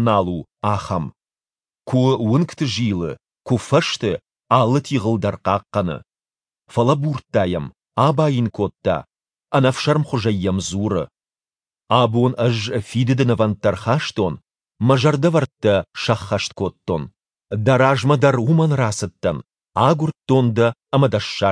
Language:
Ossetic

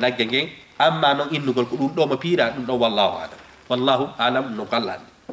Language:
Fula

